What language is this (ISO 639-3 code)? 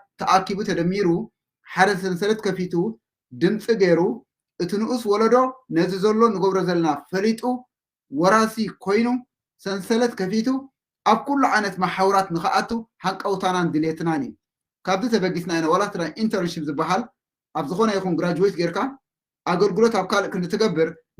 tir